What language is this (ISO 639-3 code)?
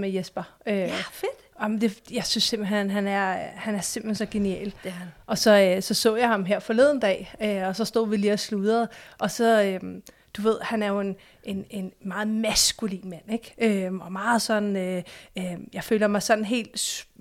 dan